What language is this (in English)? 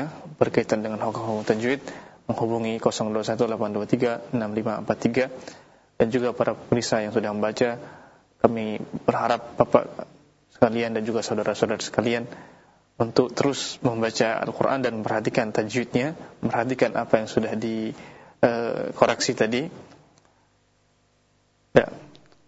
Indonesian